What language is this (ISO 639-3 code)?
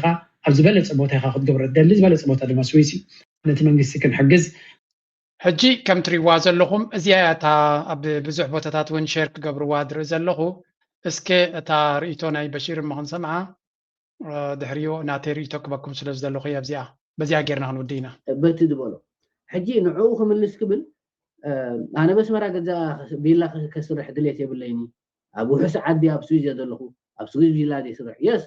tir